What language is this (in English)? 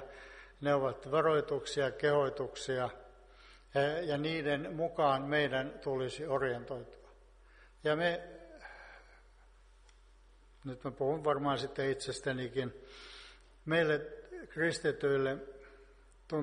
Finnish